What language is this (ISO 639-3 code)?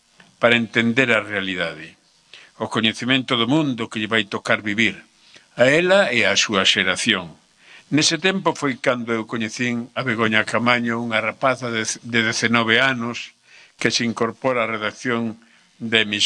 glg